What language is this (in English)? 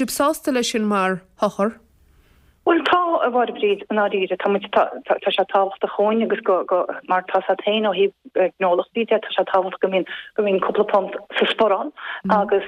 Irish